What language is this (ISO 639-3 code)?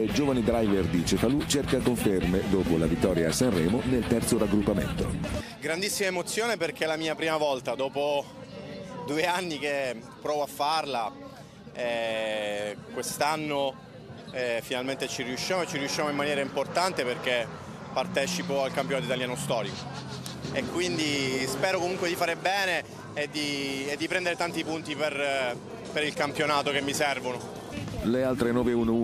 ita